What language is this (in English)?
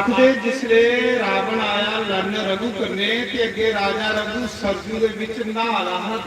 Dogri